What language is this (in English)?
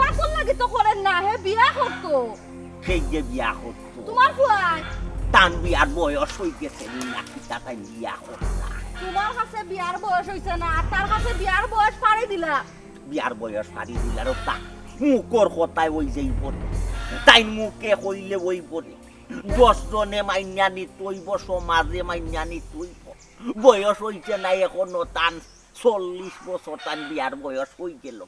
Sylheti